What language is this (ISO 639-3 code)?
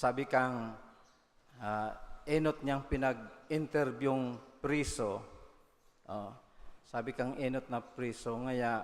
bik